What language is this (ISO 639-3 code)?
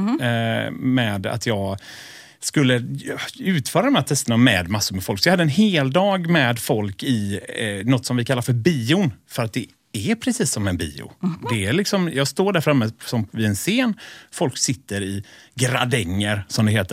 swe